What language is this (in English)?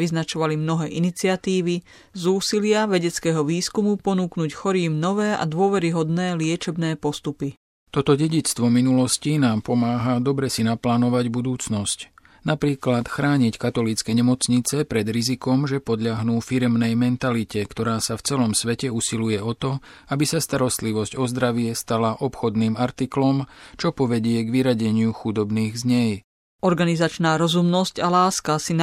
Slovak